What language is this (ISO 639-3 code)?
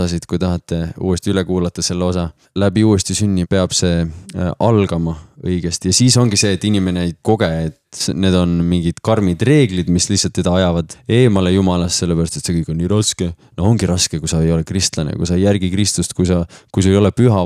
est